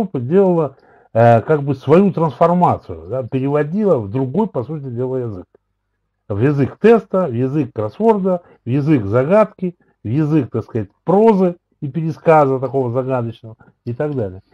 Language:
Russian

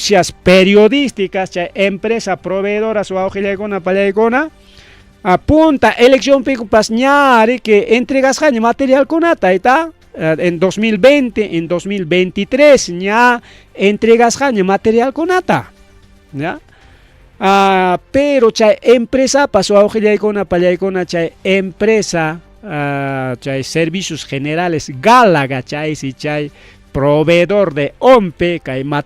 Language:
Ayacucho Quechua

